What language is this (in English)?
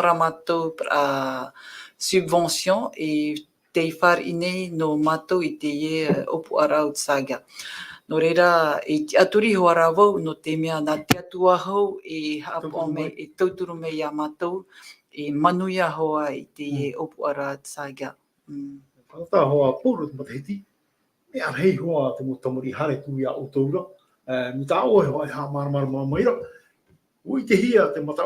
Tahitian